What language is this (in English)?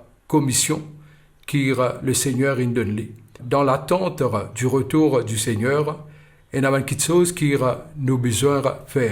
Morisyen